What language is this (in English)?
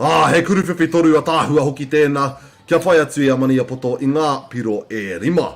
Māori